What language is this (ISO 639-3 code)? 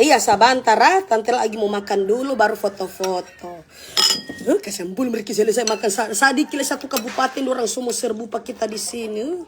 xmm